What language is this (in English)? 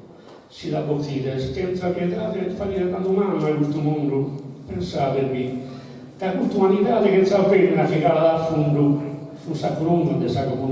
Sardinian